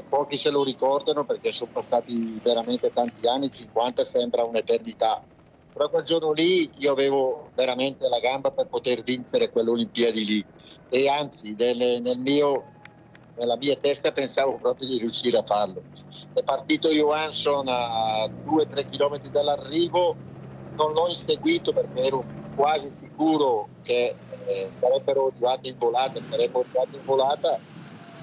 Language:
Italian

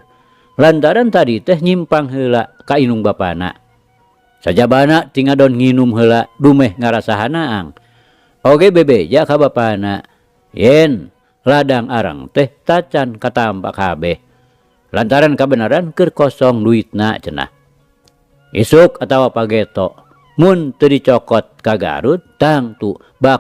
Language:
Sundanese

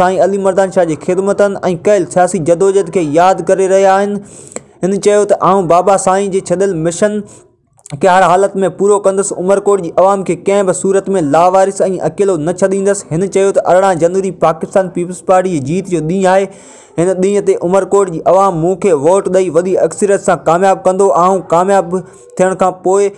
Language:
Sindhi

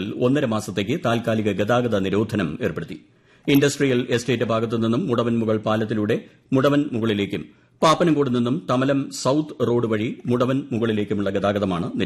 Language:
Malayalam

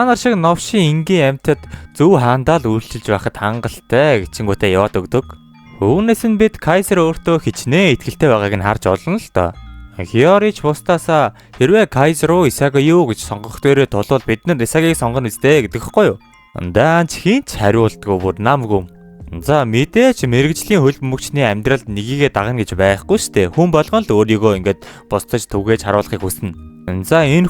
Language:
Mongolian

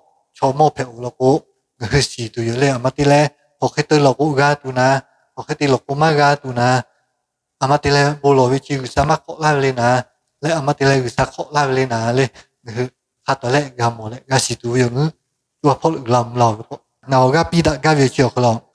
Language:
Lahu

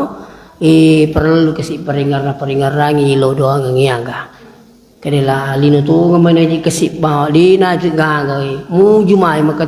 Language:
Buginese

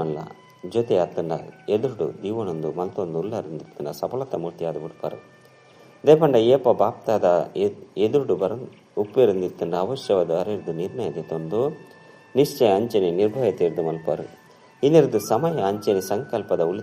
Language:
Tulu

